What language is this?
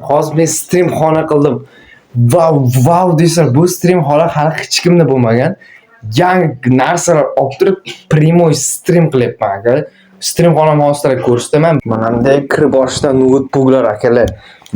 Uzbek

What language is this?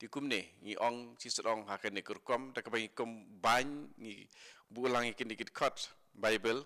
Khasi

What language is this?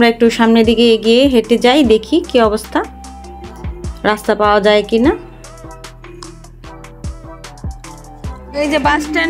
Bangla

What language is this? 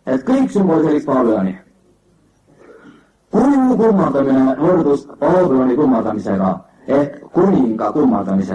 Estonian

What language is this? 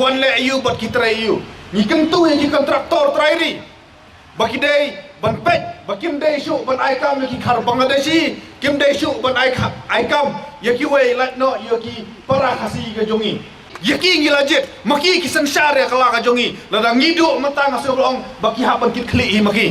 Khasi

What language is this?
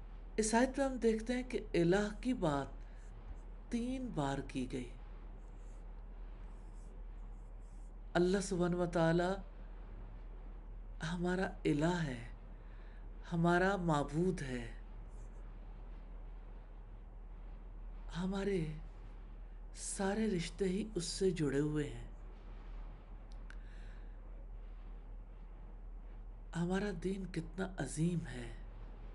Urdu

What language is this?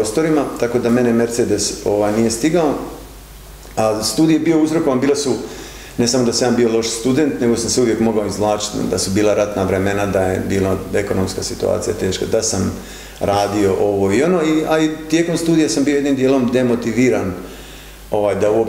Croatian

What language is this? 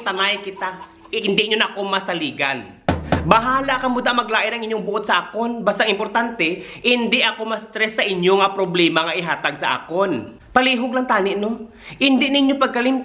Hiligaynon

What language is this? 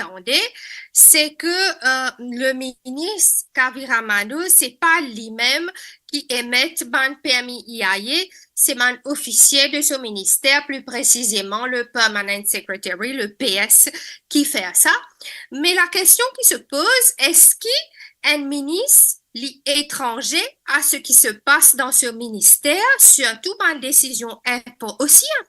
Morisyen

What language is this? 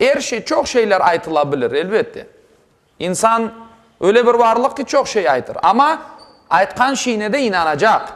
Crimean Tatar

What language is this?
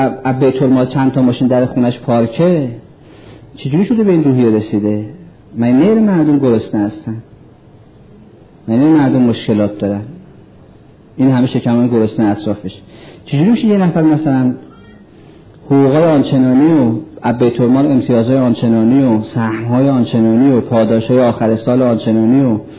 Persian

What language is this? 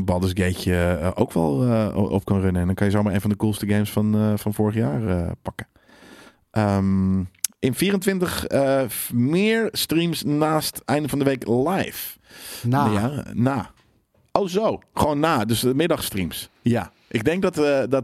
Dutch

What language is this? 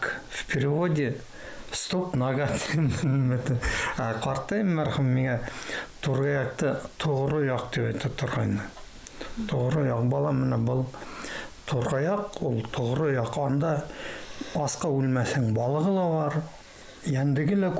Bashkir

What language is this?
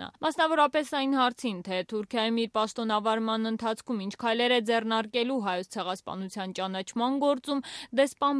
Armenian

